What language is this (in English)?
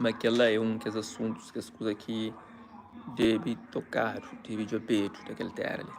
Kabuverdianu